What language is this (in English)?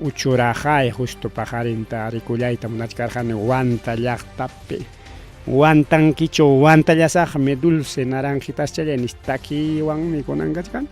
Ayacucho Quechua